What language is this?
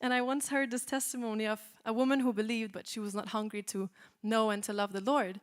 English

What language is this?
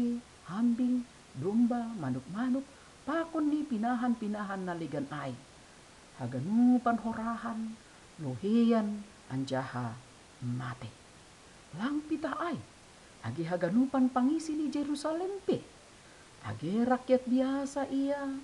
Batak Simalungun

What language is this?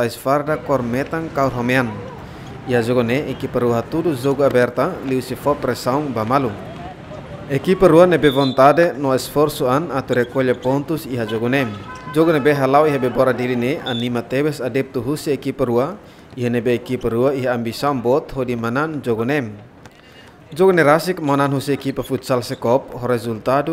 Tetum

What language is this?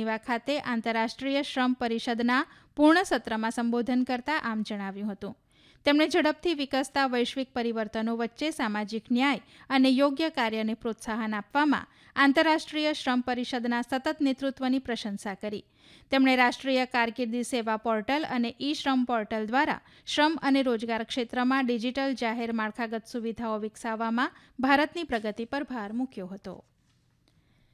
Gujarati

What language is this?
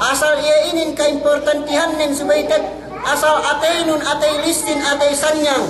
Yakan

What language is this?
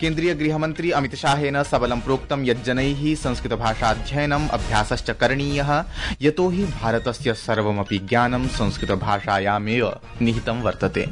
Sanskrit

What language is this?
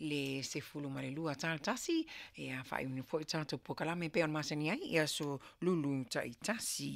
Samoan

